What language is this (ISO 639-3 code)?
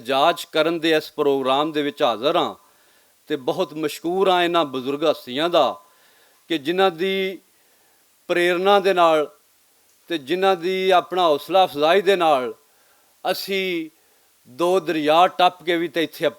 lah